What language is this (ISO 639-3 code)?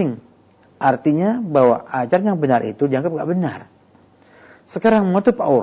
ind